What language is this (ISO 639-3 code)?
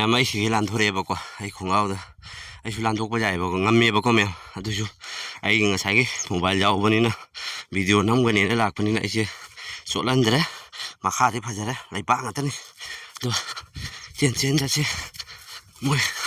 mni